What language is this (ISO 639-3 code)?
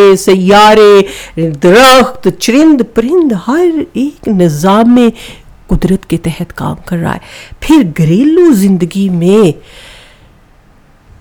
urd